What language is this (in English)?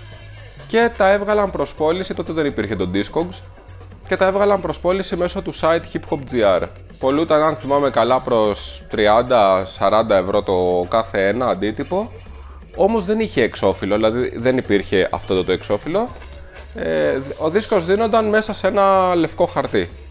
Greek